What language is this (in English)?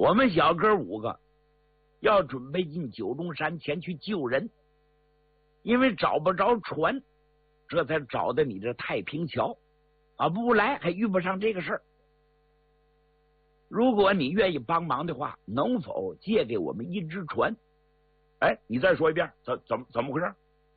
Chinese